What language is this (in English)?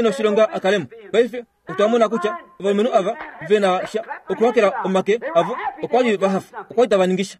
Kuanyama